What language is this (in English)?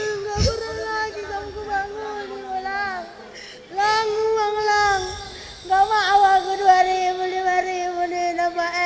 Batak Karo